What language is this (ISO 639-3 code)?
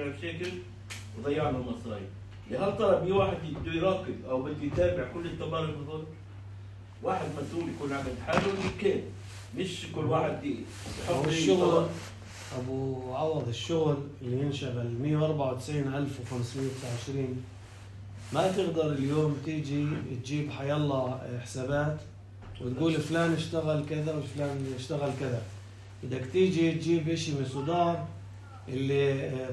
apc